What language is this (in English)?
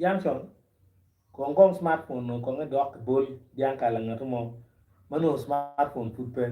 Acoli